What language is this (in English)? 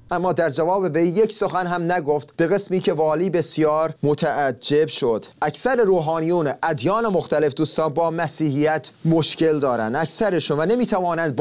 Persian